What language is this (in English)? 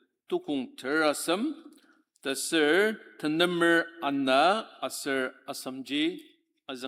Ao Naga